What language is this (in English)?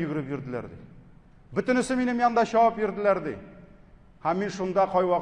Tatar